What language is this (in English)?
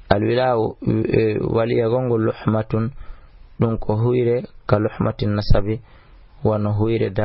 Fula